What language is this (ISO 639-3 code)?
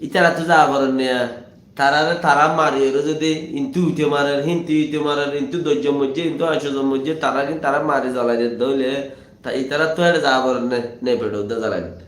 rhg